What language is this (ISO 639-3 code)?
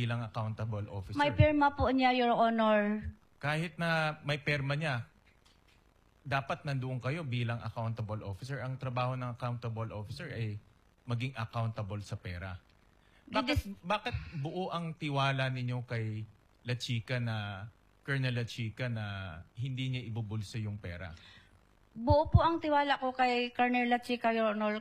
fil